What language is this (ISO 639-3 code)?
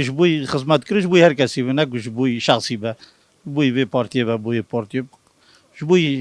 kur